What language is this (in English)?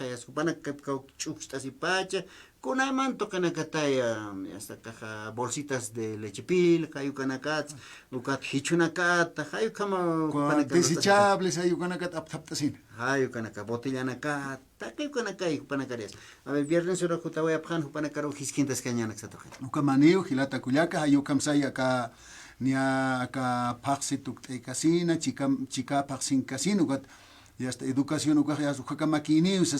Aymara